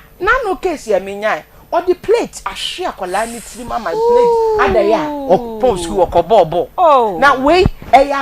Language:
Akan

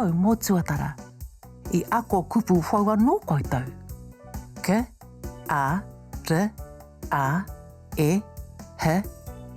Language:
Māori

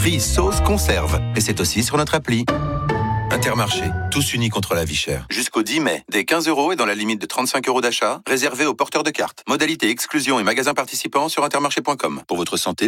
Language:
French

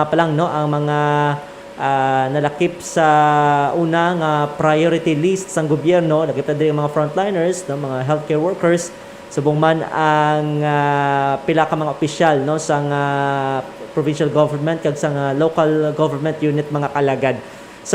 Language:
Hiligaynon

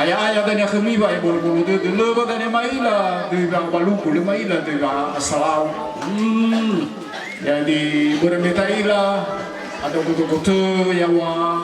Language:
Nias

